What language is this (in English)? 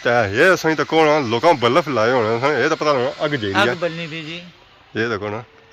Pahari-Potwari